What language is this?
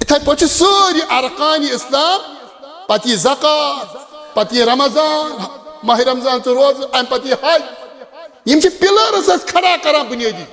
Kashmiri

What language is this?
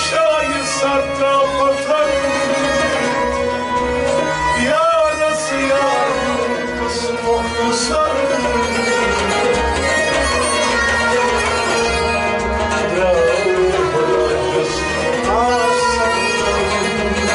Persian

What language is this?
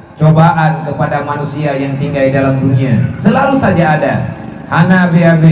Achinese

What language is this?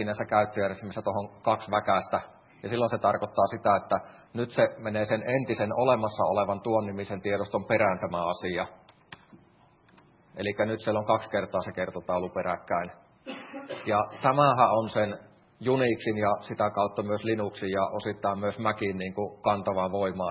Finnish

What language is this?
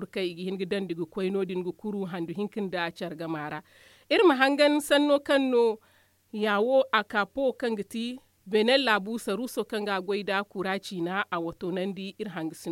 Zarma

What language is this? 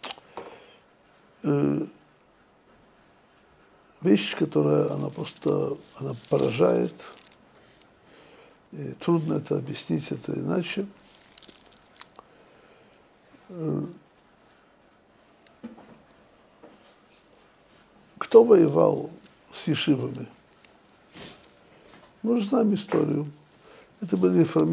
Russian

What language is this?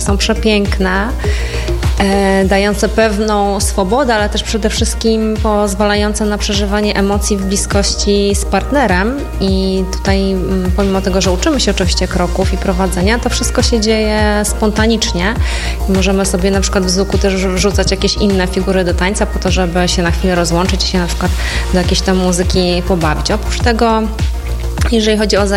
Polish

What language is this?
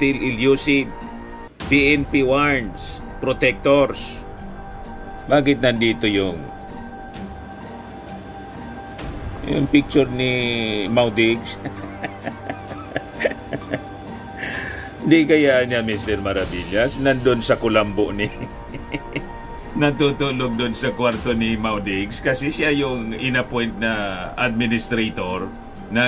Filipino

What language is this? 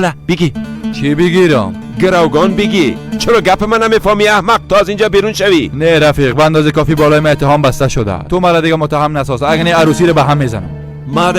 Persian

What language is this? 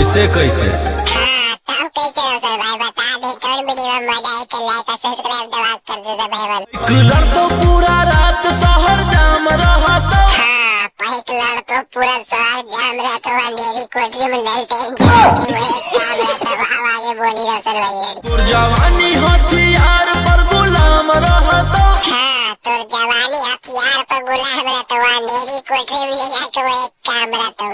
Magahi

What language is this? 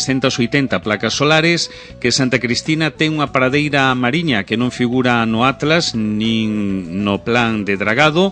Galician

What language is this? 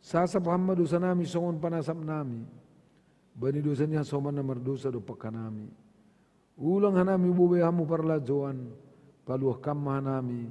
Batak Simalungun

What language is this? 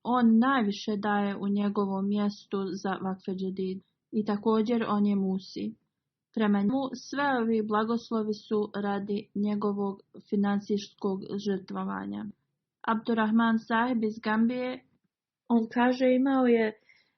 Bosnian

